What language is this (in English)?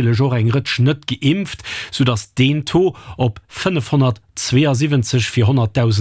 Luxembourgish